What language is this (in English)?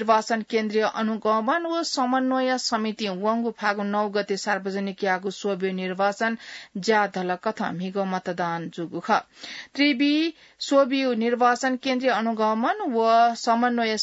Newari